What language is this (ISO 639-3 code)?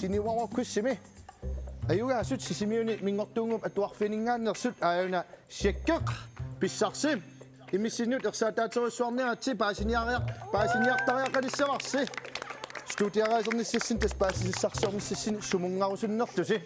kal